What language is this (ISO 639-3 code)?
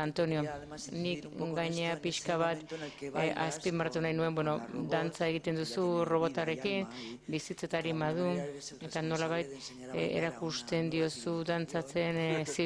eus